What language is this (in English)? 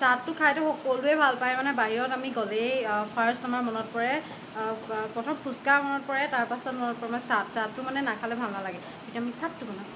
Assamese